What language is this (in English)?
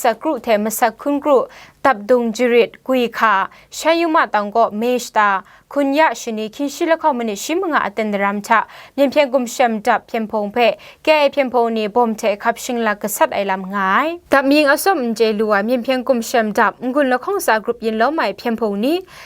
Kachin